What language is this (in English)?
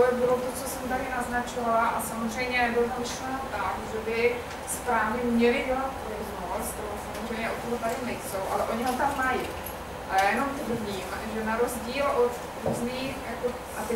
Czech